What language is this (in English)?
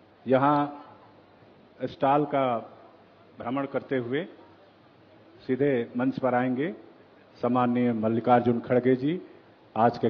Hindi